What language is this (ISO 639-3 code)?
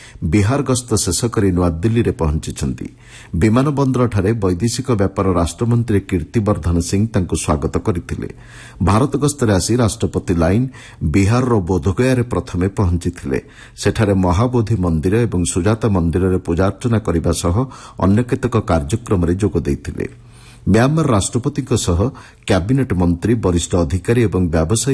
ori